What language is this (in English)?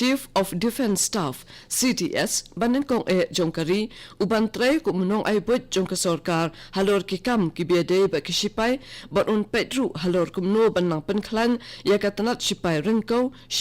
Khasi